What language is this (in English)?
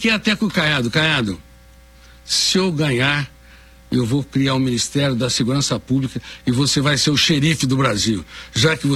Portuguese